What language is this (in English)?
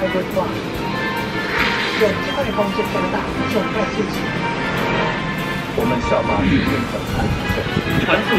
Chinese